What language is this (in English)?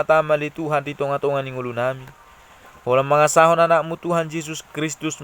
Batak Toba